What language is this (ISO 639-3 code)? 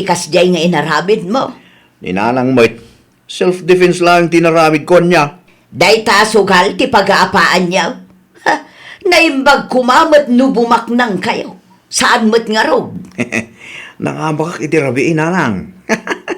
ilo